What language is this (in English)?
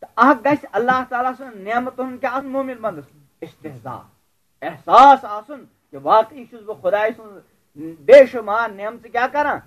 Kashmiri